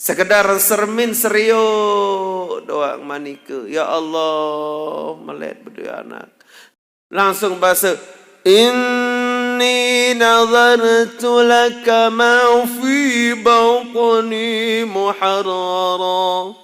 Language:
Sasak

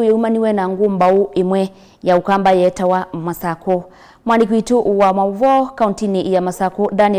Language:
Kamba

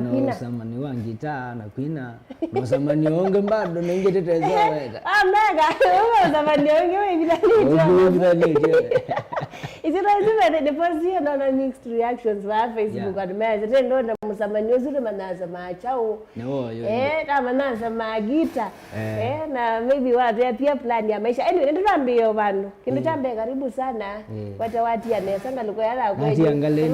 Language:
Kamba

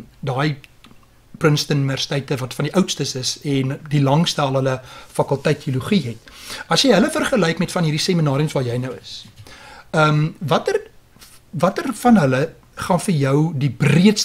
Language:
Afrikaans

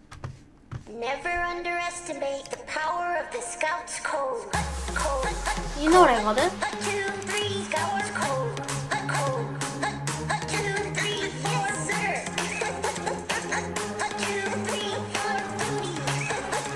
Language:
Korean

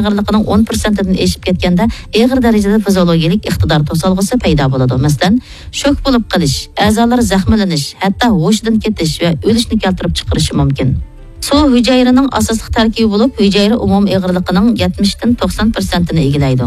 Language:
Uyghur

